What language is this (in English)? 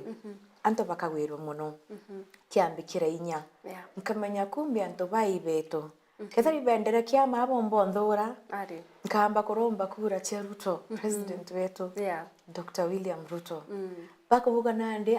Meru